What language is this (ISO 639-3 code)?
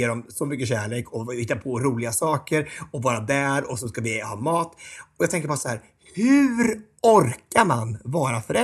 swe